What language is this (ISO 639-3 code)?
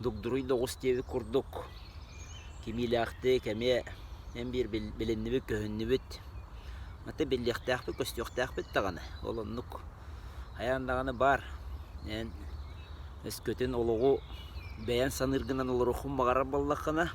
sah